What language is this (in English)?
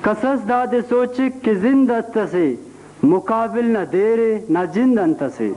Brahui